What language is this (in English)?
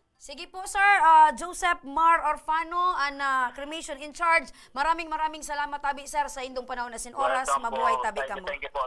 Bikol